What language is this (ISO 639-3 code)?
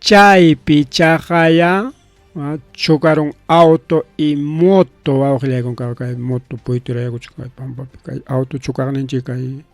quy